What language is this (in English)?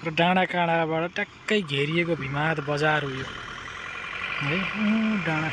Nepali